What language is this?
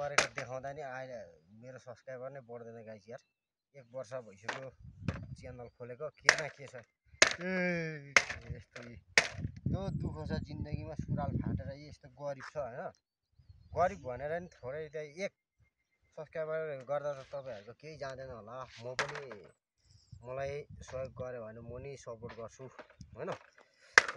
Nepali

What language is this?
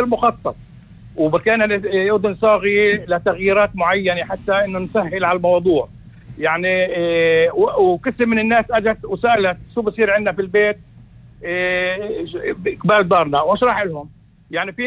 North Levantine Arabic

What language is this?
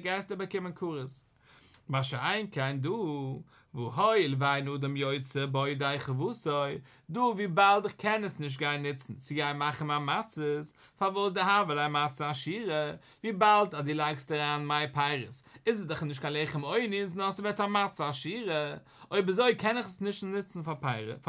Yiddish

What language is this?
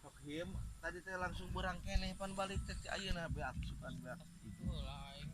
Sundanese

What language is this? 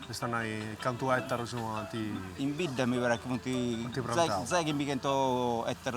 Sardinian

